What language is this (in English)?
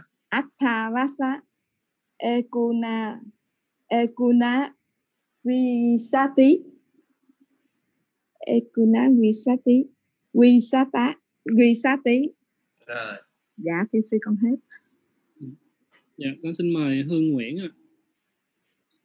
Vietnamese